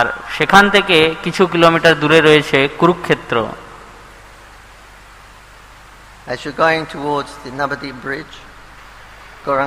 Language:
Bangla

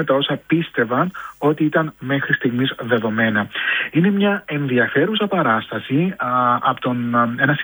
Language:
Greek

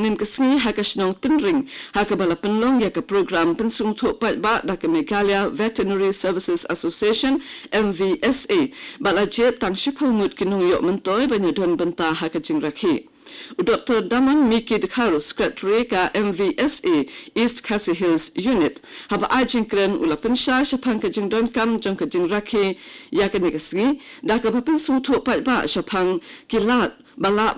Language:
Khasi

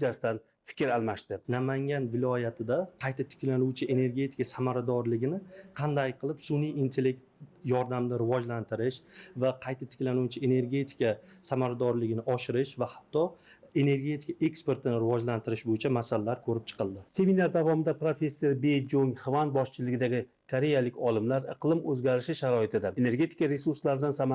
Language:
Uzbek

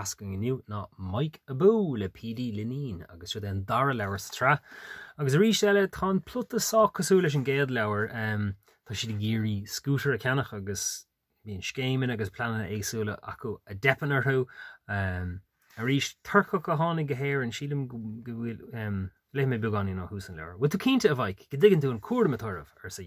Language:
Irish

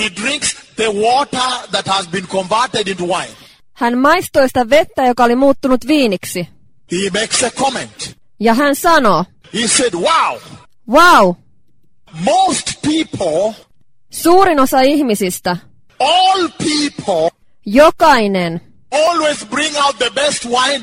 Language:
Finnish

